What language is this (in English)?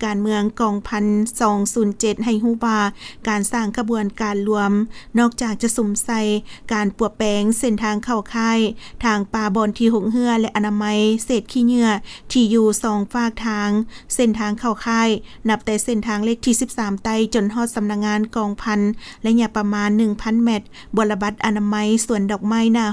Lao